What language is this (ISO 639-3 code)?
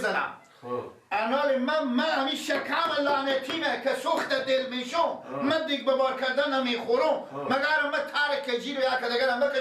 fas